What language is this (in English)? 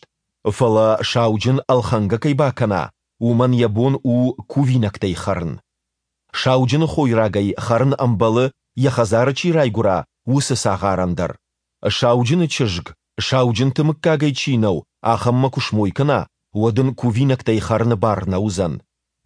Ossetic